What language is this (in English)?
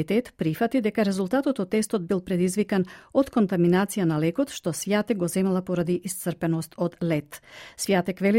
Macedonian